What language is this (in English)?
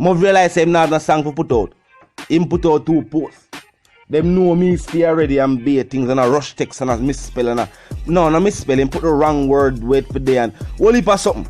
Jamaican Creole English